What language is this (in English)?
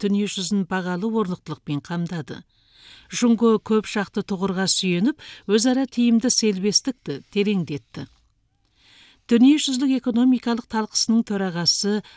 Kazakh